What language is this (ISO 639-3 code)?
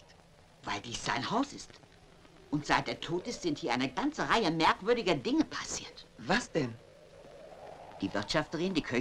deu